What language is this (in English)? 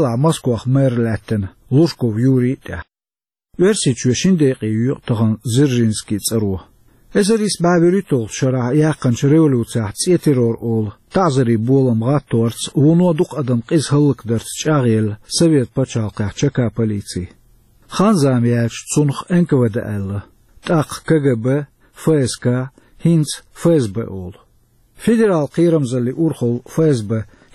Chechen